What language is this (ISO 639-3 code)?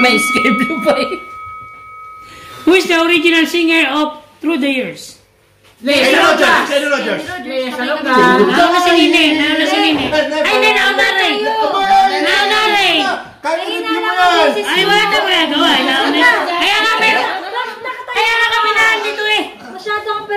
fil